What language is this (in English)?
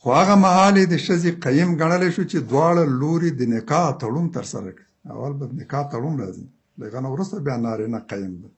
Pashto